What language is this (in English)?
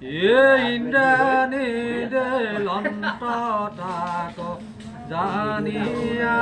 Assamese